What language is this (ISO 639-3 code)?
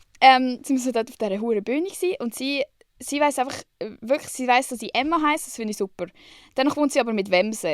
gsw